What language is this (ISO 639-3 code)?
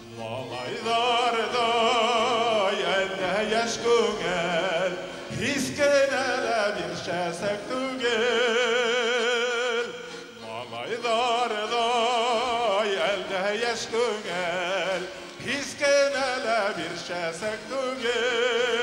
bak